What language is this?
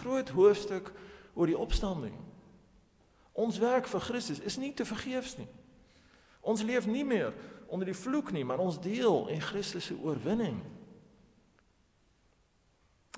Afrikaans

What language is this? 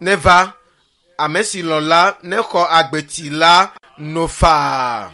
Ewe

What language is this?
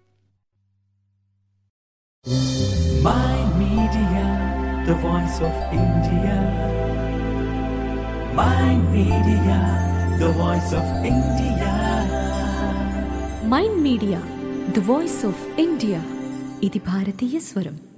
Telugu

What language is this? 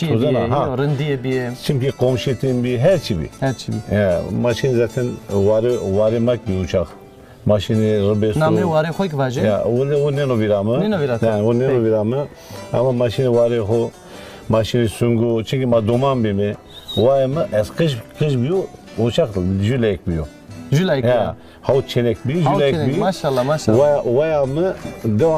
Zaza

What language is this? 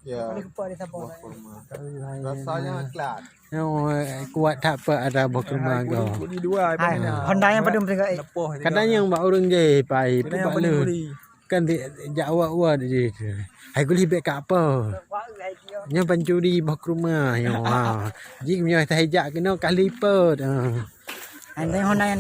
Achinese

